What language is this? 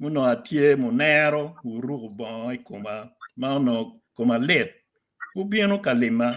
Acoli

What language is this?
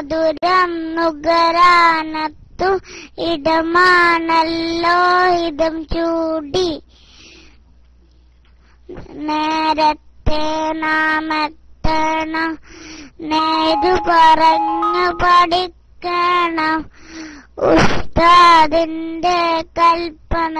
Malayalam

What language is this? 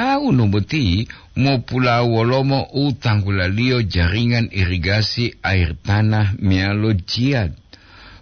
Gorontalo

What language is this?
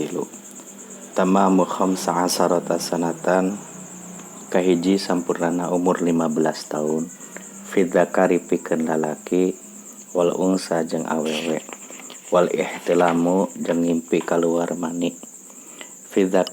Sundanese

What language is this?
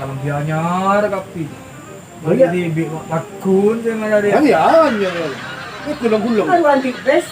Madurese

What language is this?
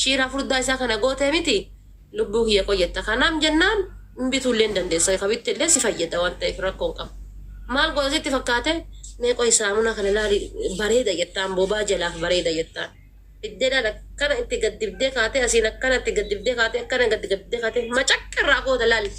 Oromo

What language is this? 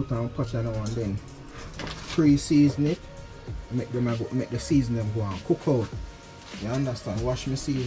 Jamaican Creole English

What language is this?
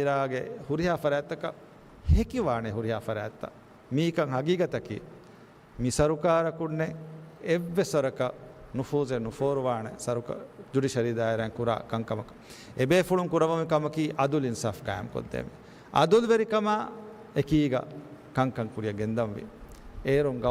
Divehi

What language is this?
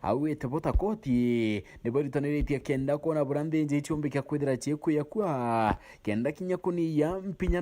Meru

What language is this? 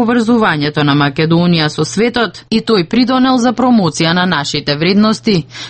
Macedonian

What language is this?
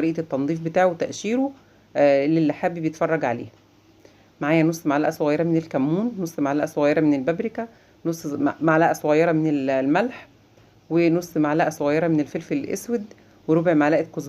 Egyptian Arabic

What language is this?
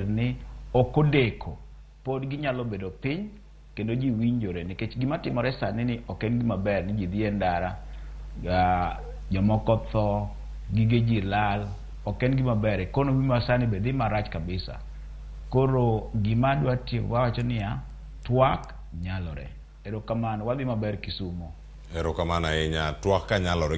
Luo (Kenya and Tanzania)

